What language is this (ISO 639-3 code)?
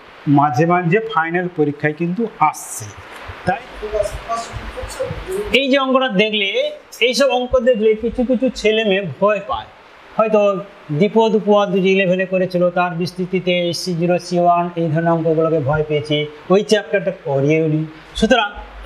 ben